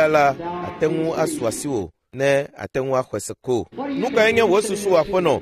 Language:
Ewe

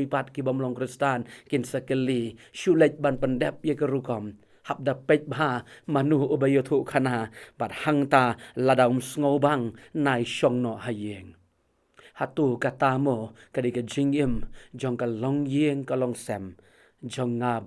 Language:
Khasi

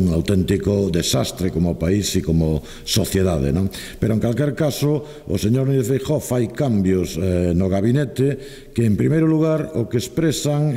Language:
Galician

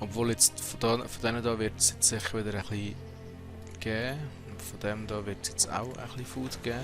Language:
Swiss German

